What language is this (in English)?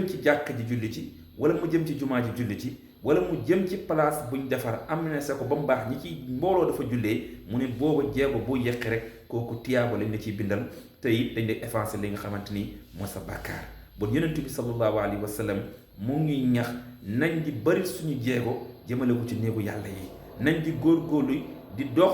Wolof